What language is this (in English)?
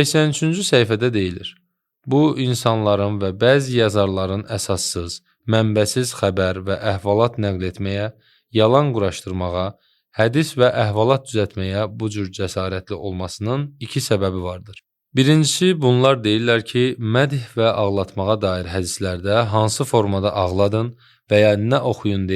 Azerbaijani